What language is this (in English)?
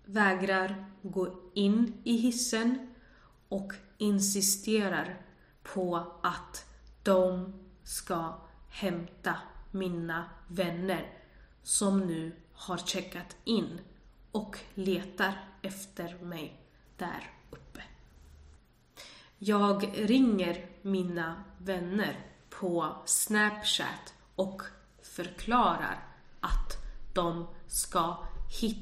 Swedish